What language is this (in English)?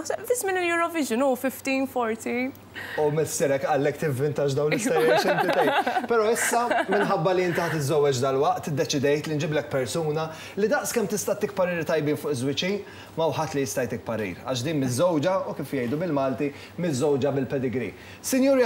Maltese